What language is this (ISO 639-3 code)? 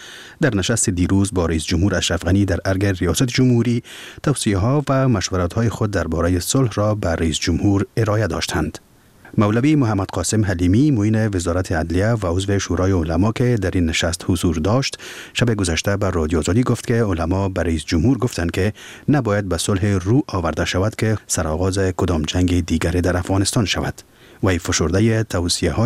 fas